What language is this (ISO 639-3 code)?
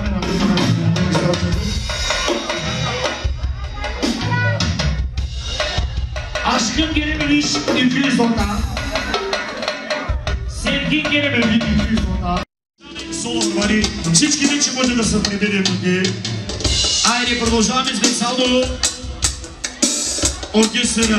bul